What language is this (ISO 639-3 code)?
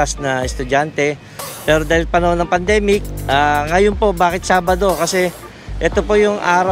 fil